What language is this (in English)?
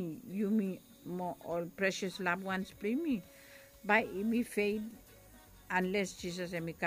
Bislama